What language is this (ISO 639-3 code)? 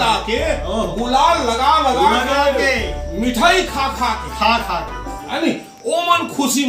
hne